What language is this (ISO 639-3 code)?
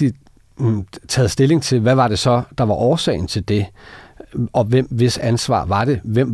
dan